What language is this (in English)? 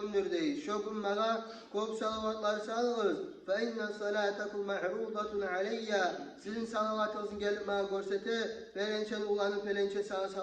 Kumyk